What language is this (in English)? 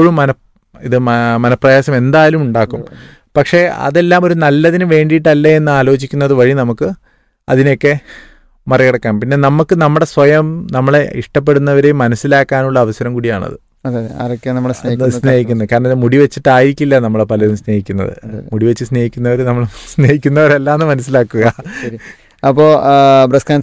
Malayalam